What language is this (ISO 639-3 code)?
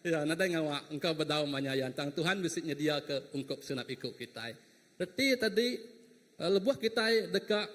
iba